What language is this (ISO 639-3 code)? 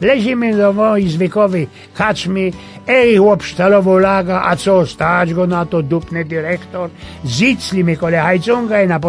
szl